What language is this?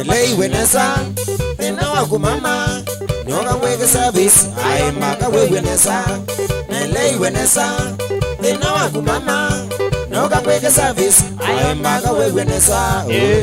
Kamba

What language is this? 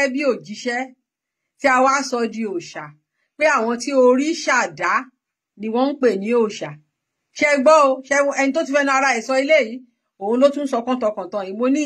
Yoruba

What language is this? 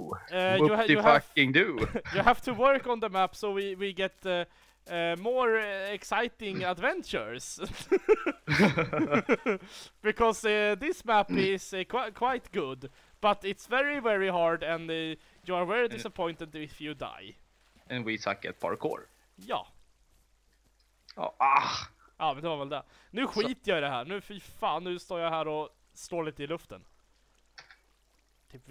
Swedish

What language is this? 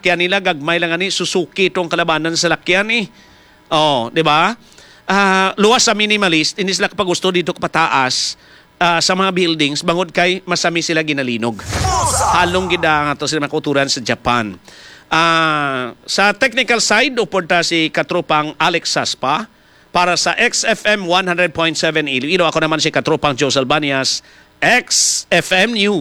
Hiligaynon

